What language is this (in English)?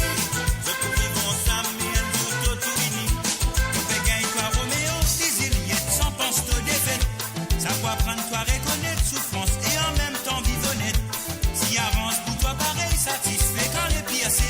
Morisyen